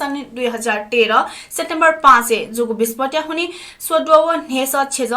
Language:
Newari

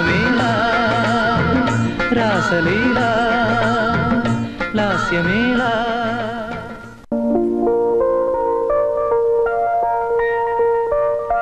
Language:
Malayalam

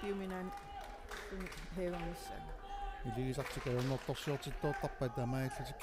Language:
Kalaallisut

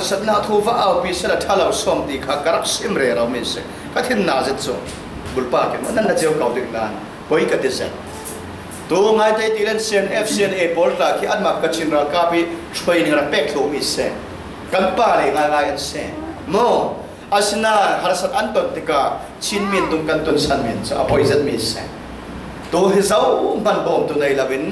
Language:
Falam Chin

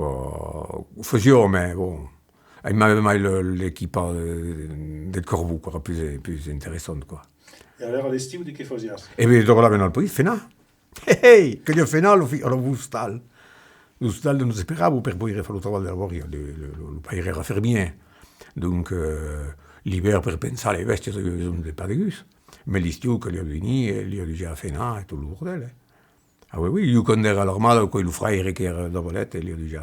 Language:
Occitan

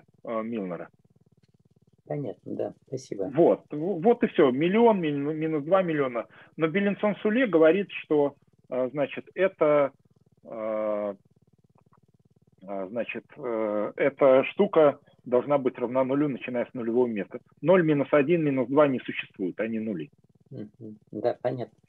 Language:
Russian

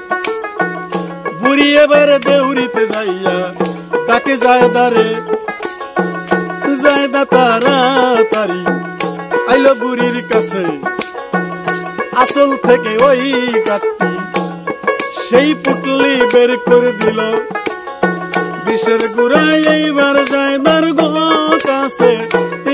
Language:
Bangla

